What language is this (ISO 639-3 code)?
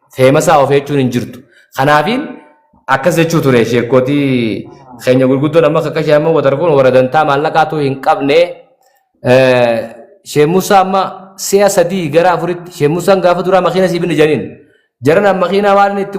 orm